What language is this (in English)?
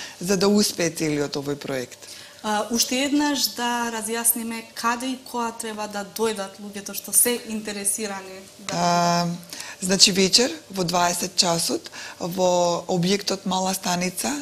Macedonian